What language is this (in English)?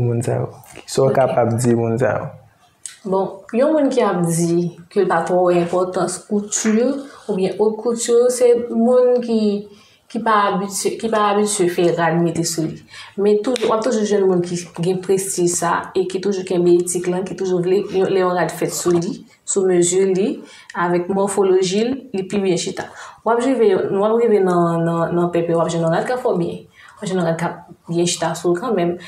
Haitian Creole